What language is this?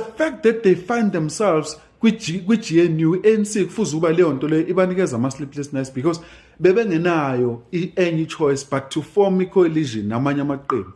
Zulu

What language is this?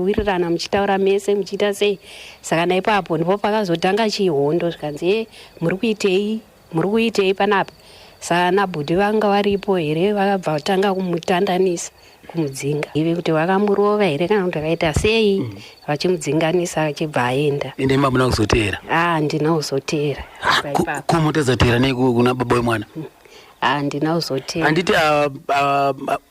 Shona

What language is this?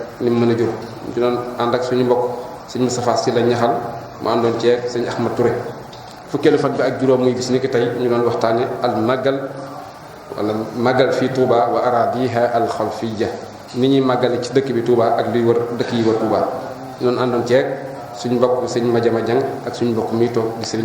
Wolof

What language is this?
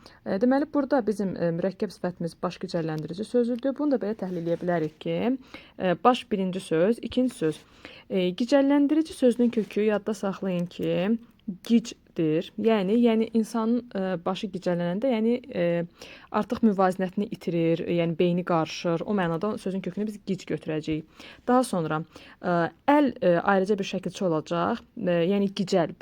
Azerbaijani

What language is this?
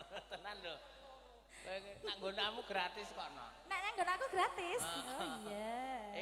Javanese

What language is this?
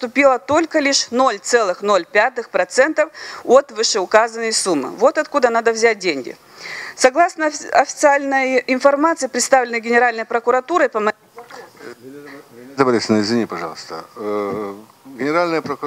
Russian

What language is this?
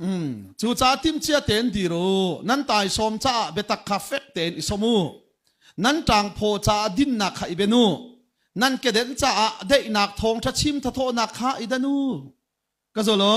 Hakha Chin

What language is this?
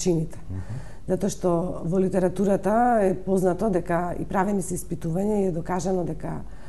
Macedonian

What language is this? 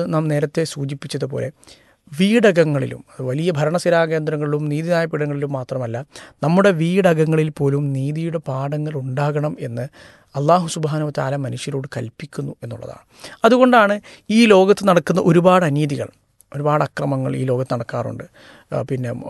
Malayalam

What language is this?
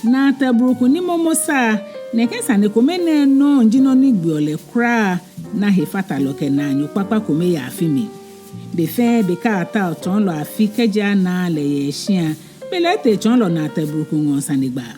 Ga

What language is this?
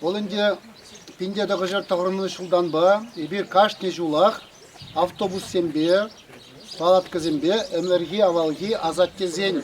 Chuvash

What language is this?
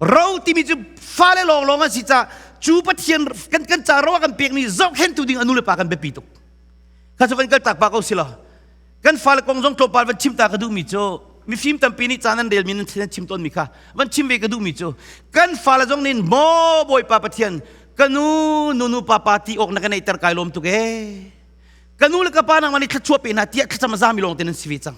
Hakha Chin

